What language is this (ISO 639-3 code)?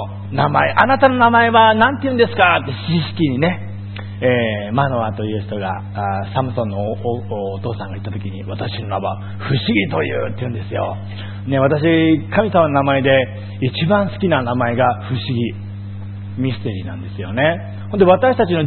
jpn